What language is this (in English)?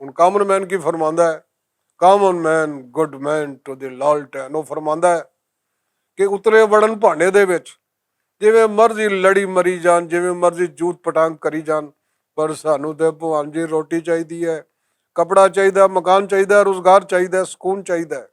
Western Panjabi